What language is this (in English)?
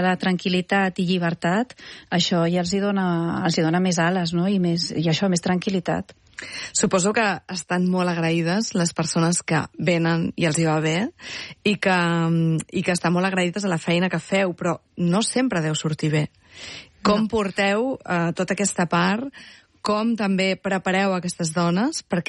Catalan